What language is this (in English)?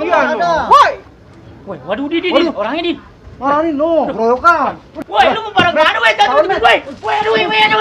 Betawi